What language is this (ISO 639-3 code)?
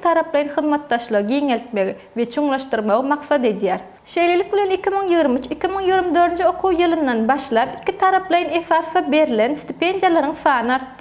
tuk